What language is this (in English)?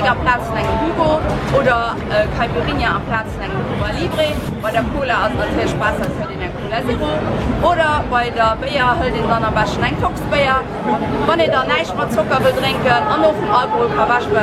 Luxembourgish